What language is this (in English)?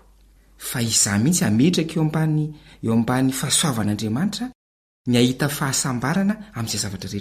Malagasy